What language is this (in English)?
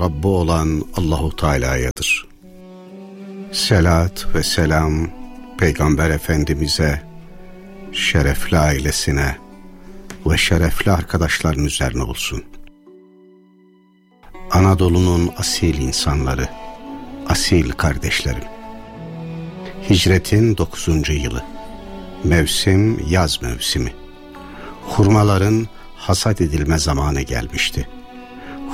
Turkish